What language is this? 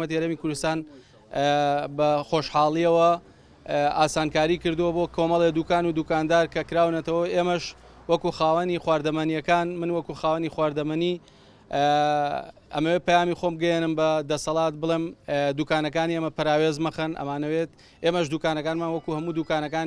Central Kurdish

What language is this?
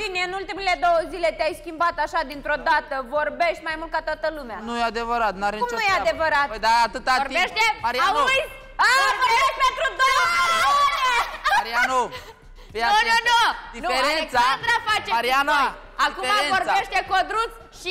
Romanian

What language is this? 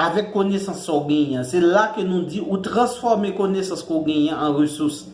Haitian Creole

